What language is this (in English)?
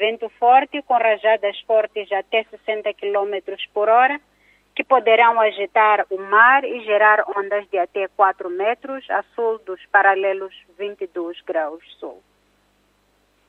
Portuguese